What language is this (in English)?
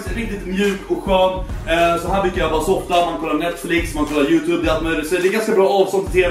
Swedish